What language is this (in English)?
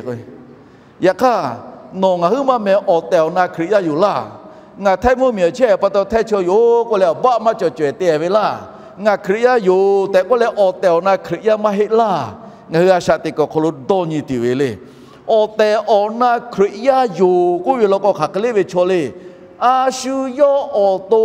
Lahu